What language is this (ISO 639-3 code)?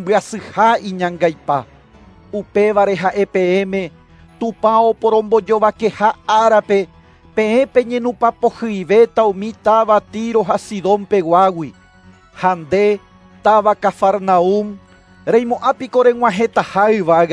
grn